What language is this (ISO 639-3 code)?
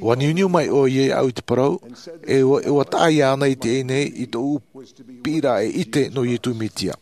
tah